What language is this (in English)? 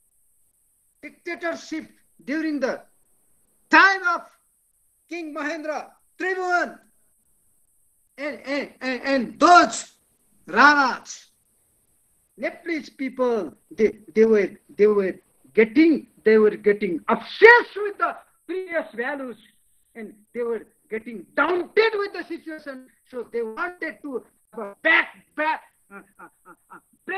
English